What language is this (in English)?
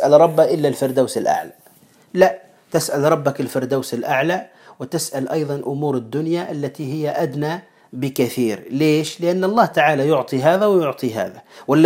Arabic